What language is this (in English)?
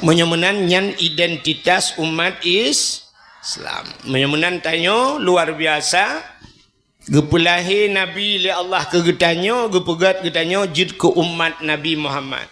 Achinese